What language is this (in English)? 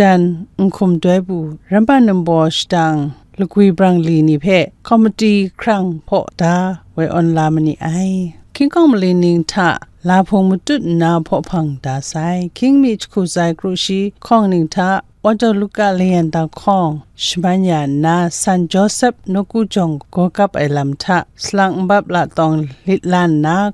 Kachin